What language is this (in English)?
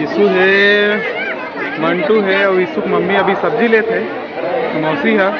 Chhattisgarhi